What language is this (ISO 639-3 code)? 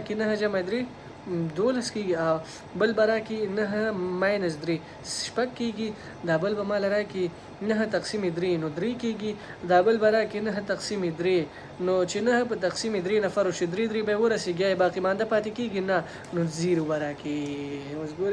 pus